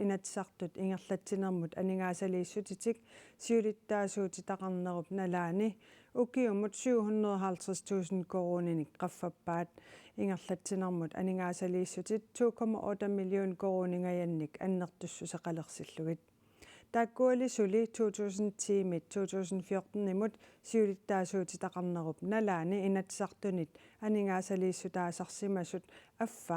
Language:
Kalaallisut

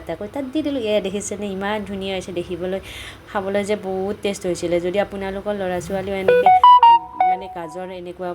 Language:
Assamese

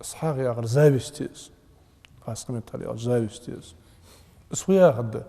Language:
Ingush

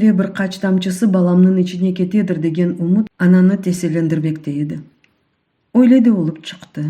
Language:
Crimean Tatar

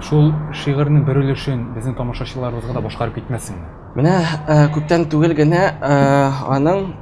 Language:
Tatar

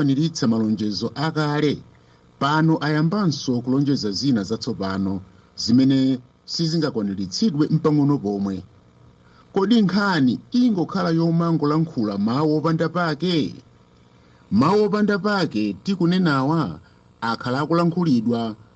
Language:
Nyanja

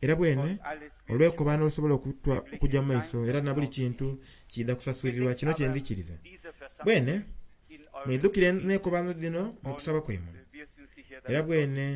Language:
Soga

